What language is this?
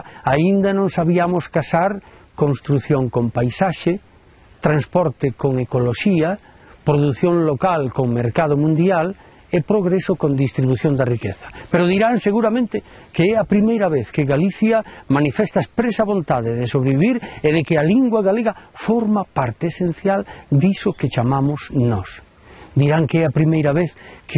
Galician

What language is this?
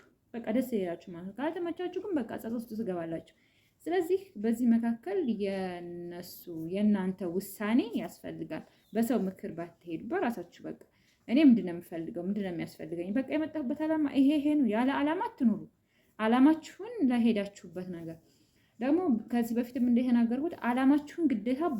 Amharic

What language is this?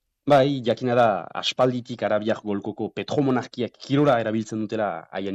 Basque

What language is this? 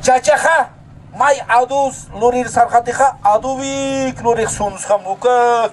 Aymara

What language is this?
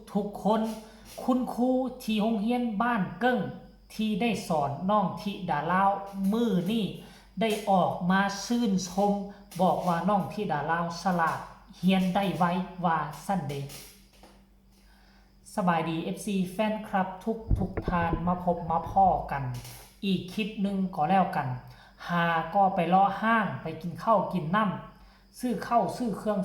Lao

